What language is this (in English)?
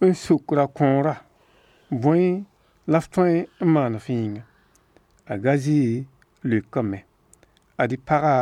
Mossi